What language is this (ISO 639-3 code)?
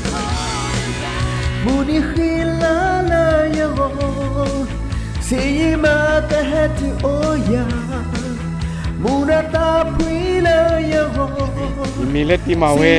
ksw